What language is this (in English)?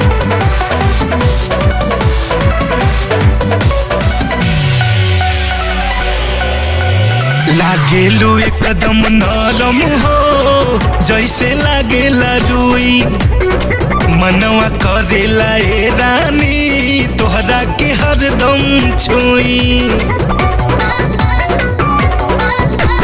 Bhojpuri